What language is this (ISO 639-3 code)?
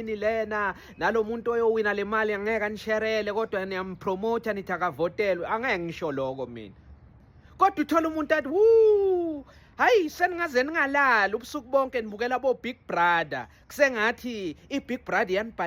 zul